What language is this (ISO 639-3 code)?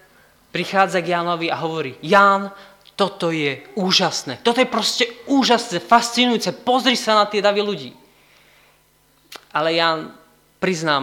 slk